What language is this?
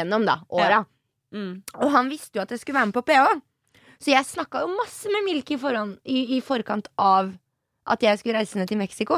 Norwegian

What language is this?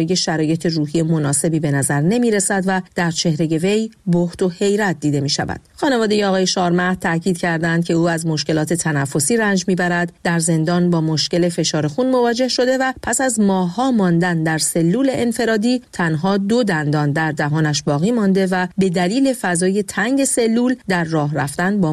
Persian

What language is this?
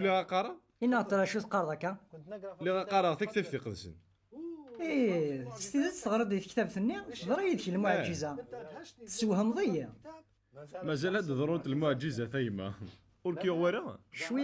Kabyle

